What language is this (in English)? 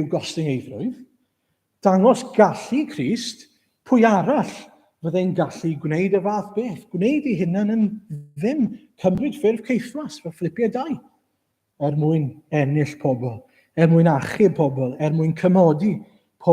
Welsh